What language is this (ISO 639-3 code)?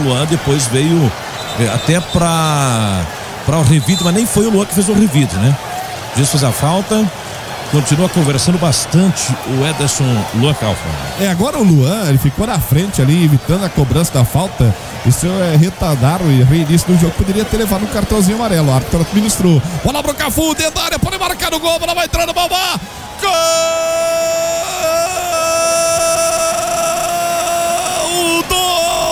por